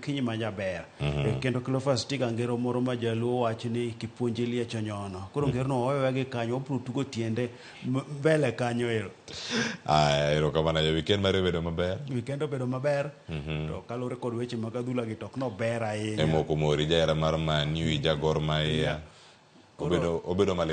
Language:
Luo (Kenya and Tanzania)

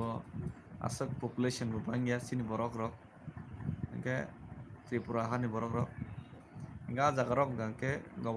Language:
Kok Borok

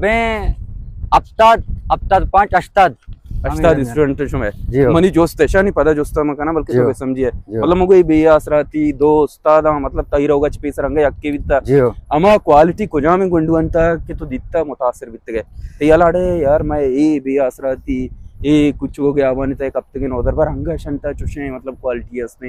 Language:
Baluchi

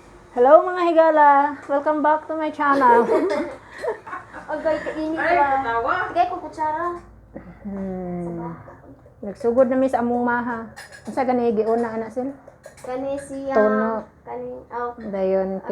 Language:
Cebuano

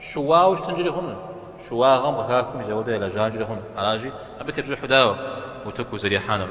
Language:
Kabardian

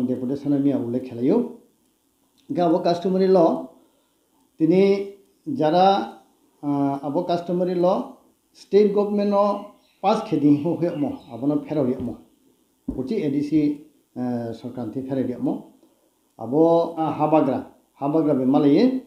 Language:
Riang (India)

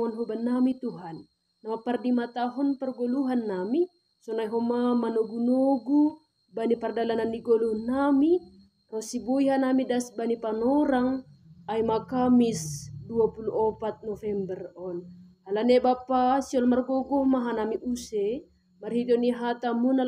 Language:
Batak Simalungun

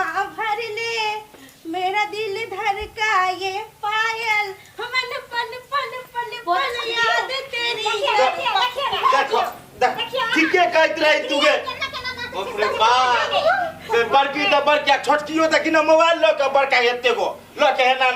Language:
Maithili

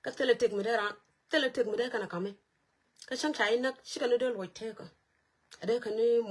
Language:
Nuer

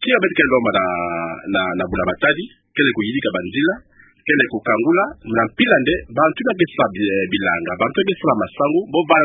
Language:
Kituba (Democratic Republic of Congo)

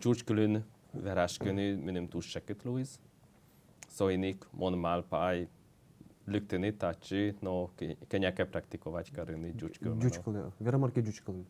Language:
Udmurt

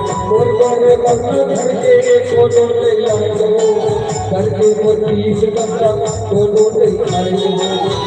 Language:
Chhattisgarhi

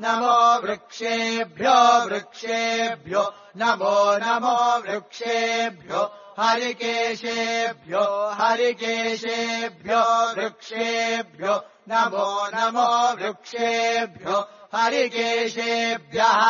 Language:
Sanskrit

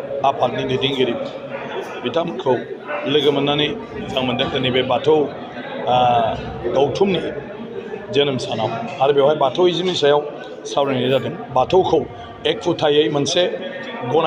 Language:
Bodo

